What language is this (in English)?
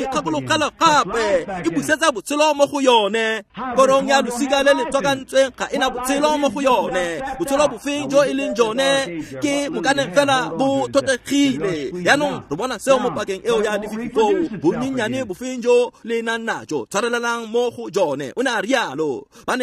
Tswana